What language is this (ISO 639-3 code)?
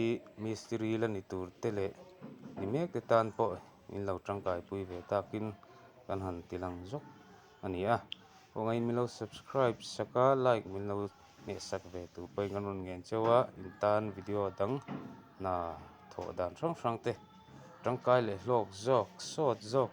lus